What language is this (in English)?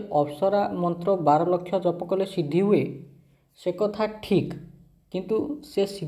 Odia